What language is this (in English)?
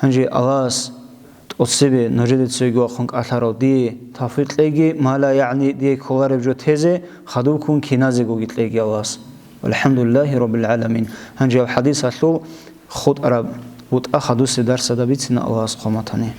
Avaric